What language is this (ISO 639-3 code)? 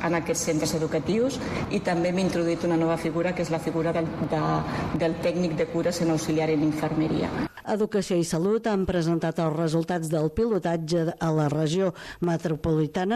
cat